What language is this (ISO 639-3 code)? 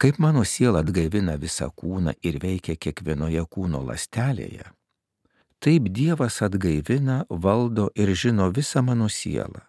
lit